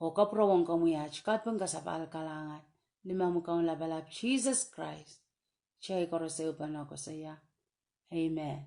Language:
Pohnpeian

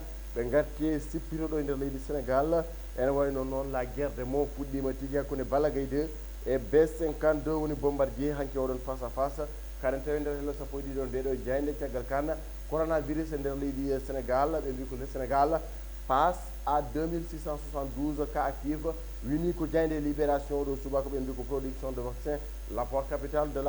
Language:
Fula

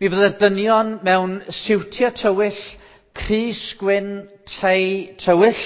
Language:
Welsh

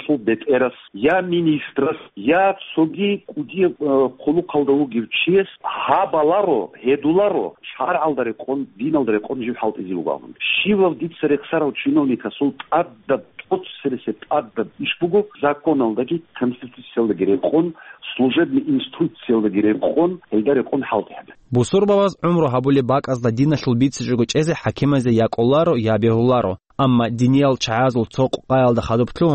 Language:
Avaric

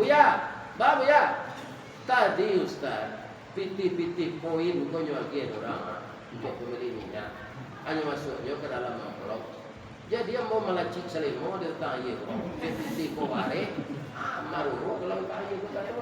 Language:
Minangkabau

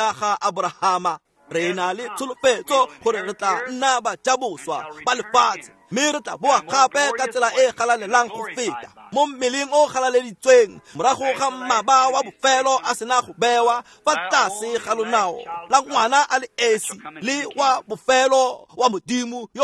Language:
Tswana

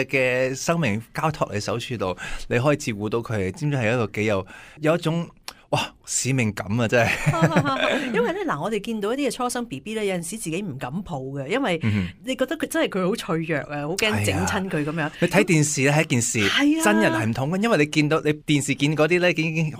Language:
Cantonese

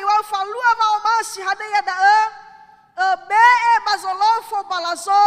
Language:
Nias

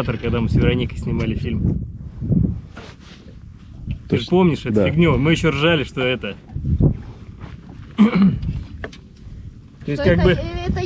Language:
Russian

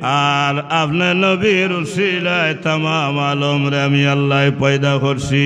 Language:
Sylheti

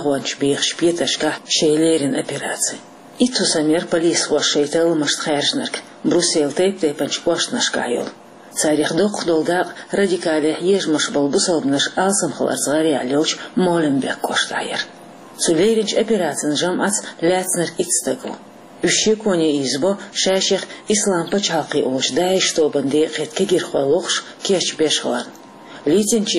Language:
Chechen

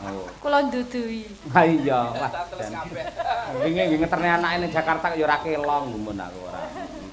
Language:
Javanese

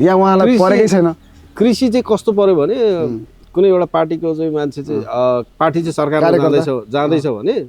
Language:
Nepali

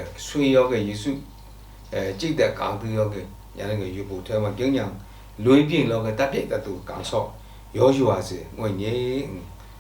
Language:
Lashi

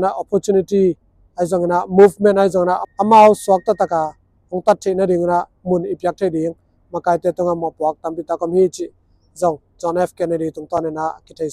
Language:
Tedim Chin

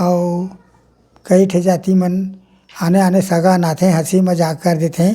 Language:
Chhattisgarhi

